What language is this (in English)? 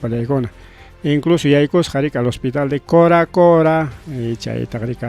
Ayacucho Quechua